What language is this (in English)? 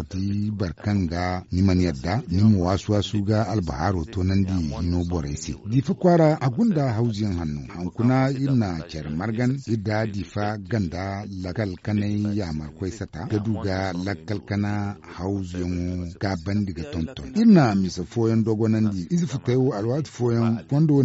Zarma